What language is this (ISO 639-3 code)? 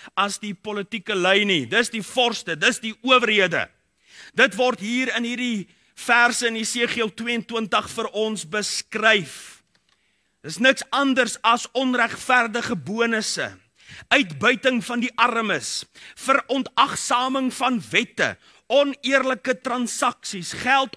afr